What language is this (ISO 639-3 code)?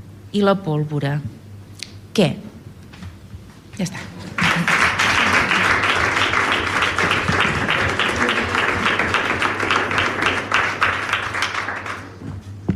cat